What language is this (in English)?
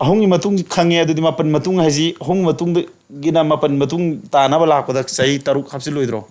Manipuri